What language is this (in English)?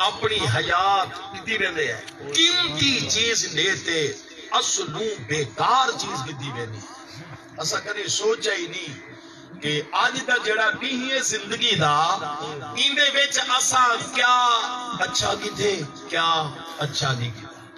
Saraiki